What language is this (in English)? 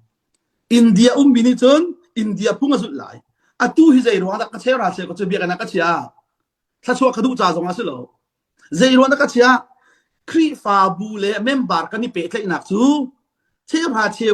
Hakha Chin